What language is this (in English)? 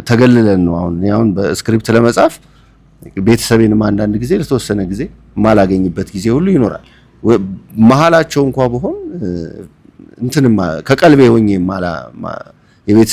Amharic